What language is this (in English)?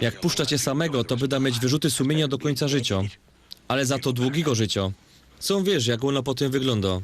Silesian